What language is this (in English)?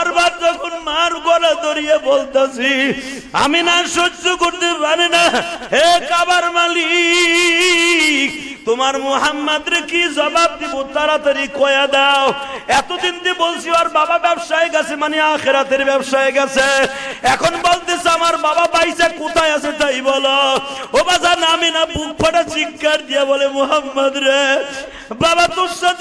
Bangla